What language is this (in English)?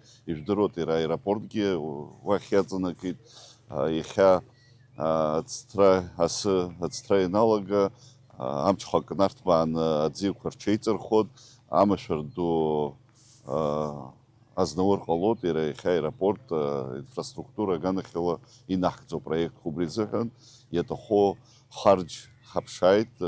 Abkhazian